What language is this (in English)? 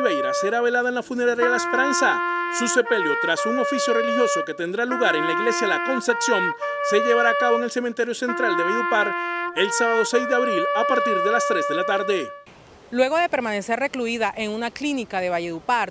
Spanish